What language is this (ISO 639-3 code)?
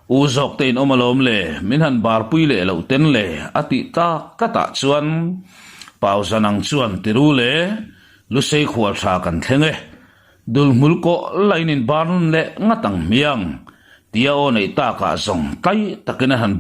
lus